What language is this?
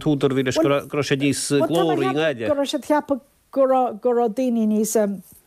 Irish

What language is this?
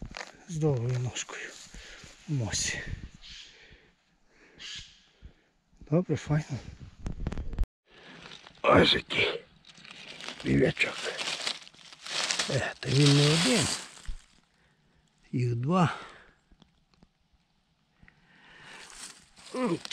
Ukrainian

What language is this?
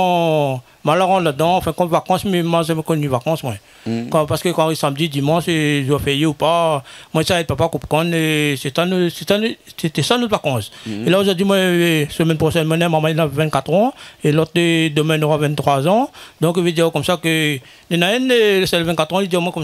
Réunion Creole French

